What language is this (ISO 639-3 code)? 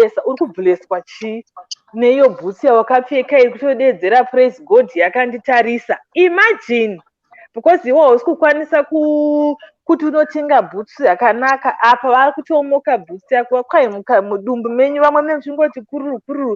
sna